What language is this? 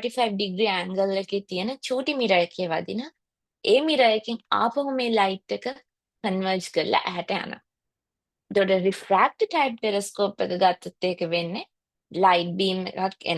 Sinhala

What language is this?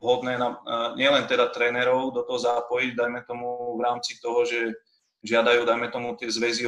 Slovak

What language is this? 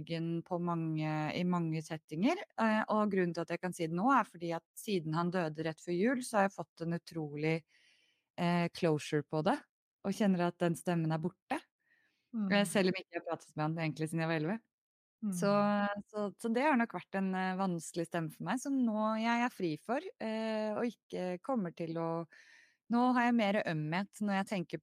Norwegian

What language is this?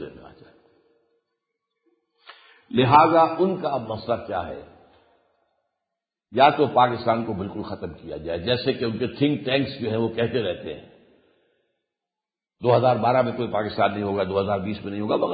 Urdu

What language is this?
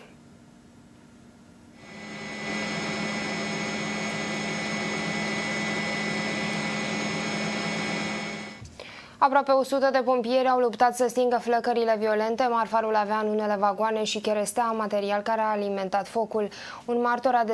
Romanian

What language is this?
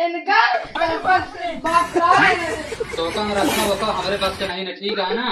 Awadhi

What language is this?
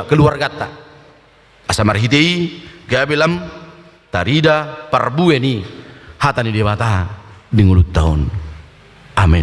Batak Toba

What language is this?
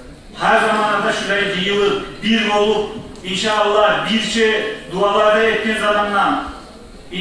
Kumyk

